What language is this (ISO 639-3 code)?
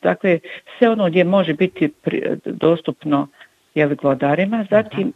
bos